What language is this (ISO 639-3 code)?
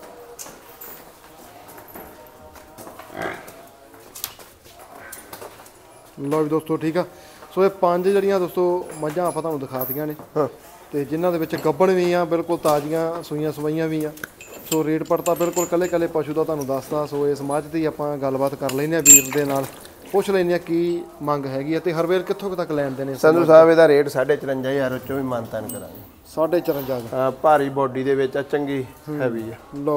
pan